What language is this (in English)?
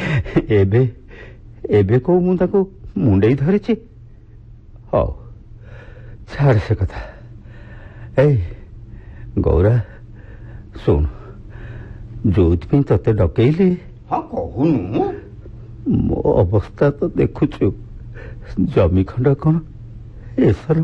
Odia